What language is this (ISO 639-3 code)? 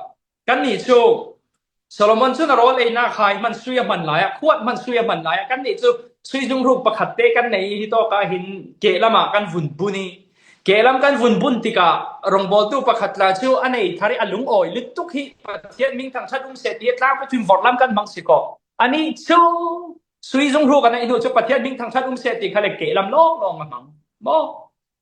cfm